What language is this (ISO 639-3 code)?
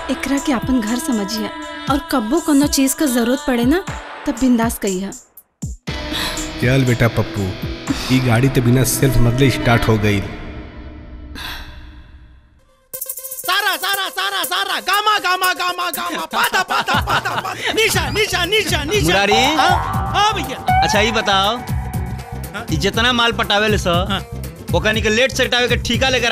bho